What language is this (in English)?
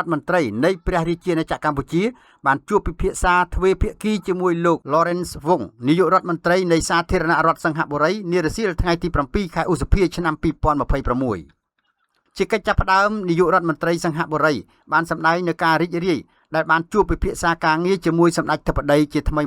Khmer